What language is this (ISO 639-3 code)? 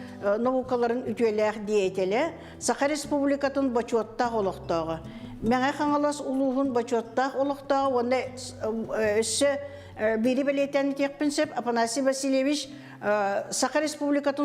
sah